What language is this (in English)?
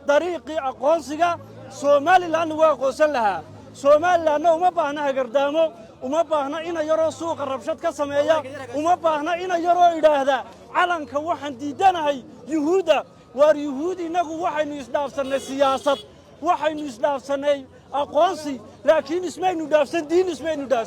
Somali